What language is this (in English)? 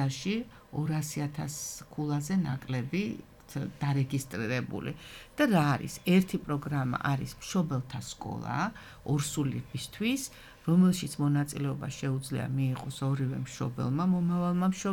Georgian